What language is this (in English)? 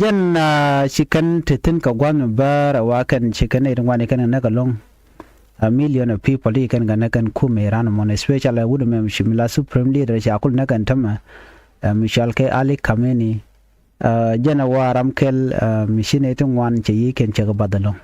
Nuer